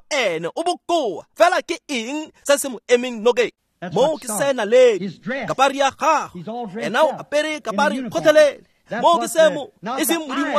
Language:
Tswana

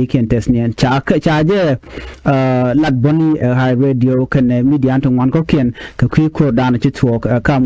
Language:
Nuer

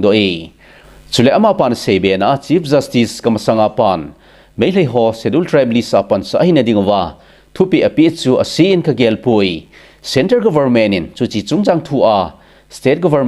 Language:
Thado Chin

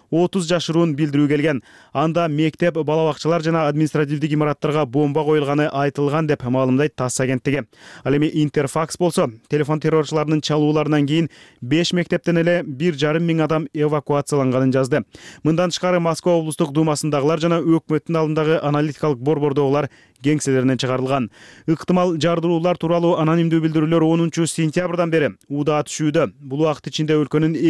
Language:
Kyrgyz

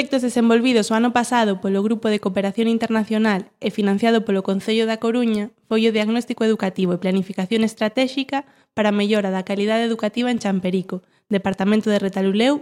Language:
Galician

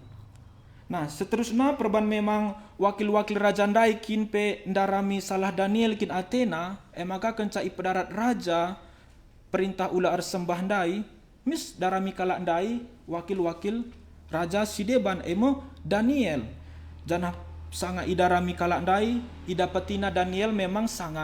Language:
Batak Karo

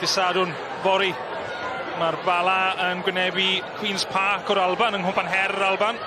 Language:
Welsh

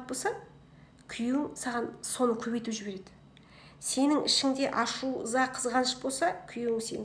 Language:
Kazakh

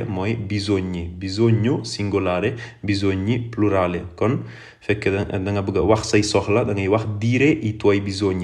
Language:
Wolof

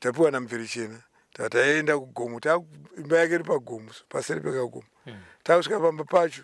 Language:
Shona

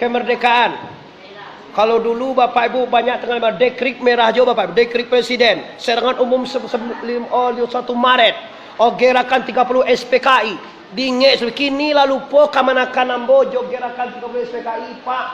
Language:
Minangkabau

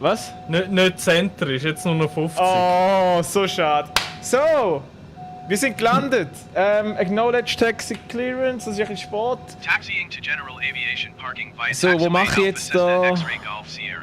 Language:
Swiss German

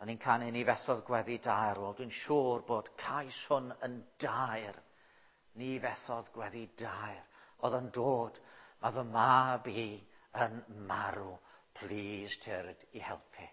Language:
Welsh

